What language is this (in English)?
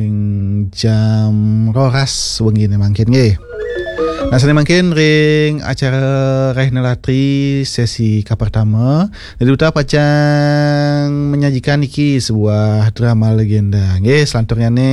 Balinese